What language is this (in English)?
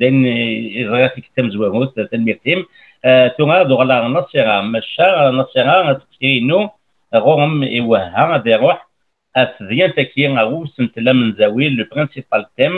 Kabyle